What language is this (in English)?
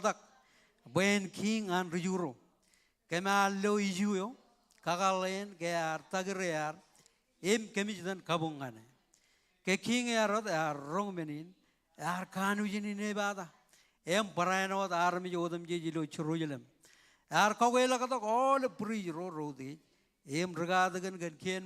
Marshallese